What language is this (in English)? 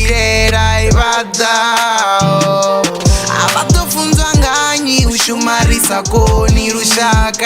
Venda